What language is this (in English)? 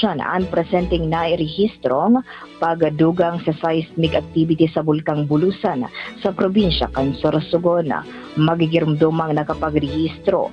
Bikol